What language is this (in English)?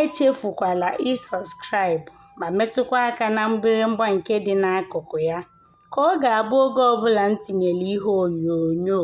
Igbo